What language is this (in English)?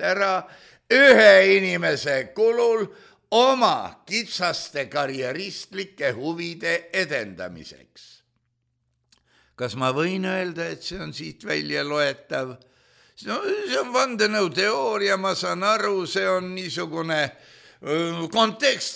Estonian